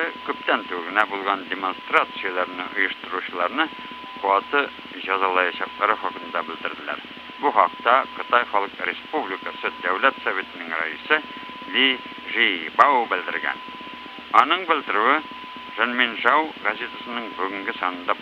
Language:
Tatar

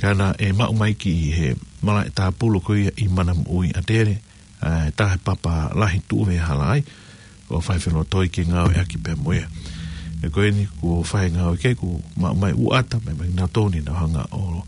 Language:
Tongan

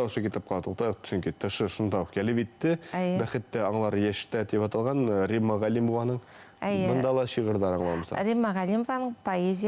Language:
Bashkir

